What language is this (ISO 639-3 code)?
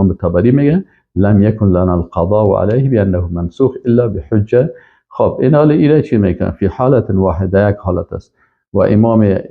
fas